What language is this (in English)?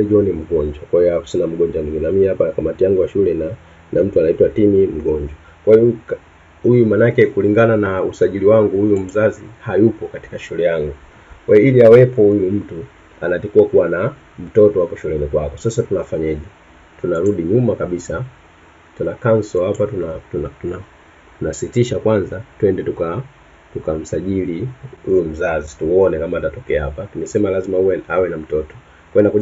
Swahili